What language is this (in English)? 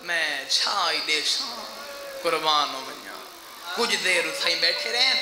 Saraiki